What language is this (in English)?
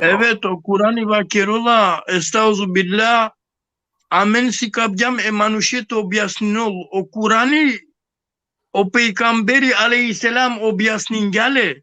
Balkan Romani